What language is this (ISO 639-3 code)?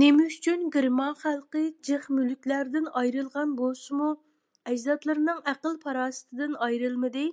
uig